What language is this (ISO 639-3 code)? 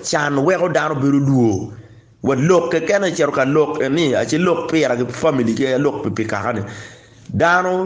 ach